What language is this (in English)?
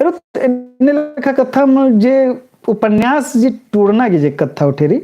Kurukh